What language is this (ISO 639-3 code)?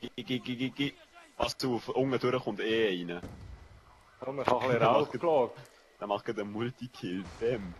gsw